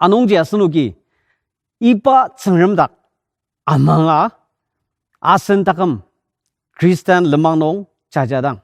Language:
Ao Naga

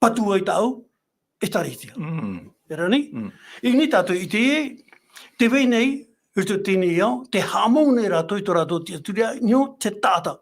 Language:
Tahitian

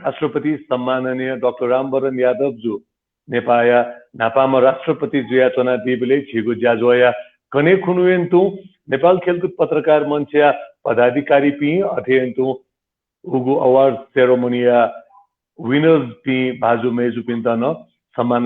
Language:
Newari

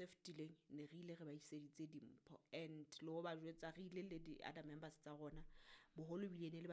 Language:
Southern Sotho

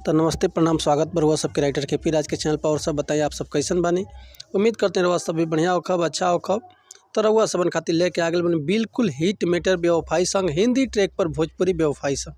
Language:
Bhojpuri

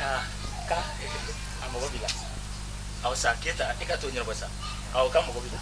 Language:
Bambara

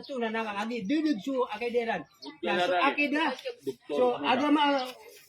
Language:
Maranao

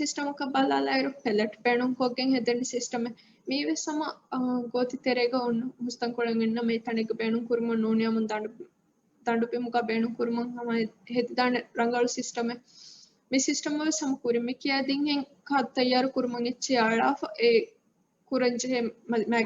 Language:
Divehi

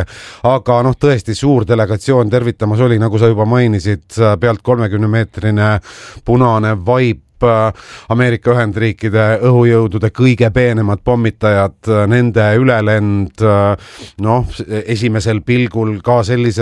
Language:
Estonian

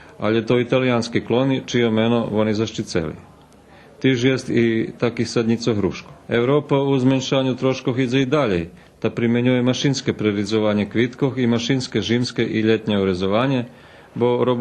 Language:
Rusyn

